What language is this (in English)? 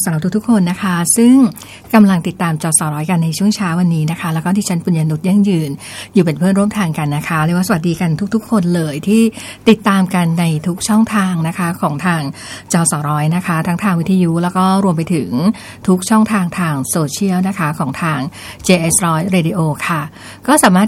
Thai